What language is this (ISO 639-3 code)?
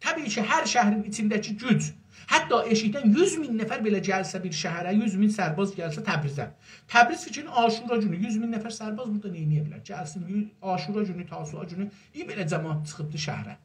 azb